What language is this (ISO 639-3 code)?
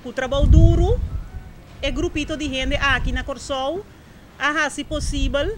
pap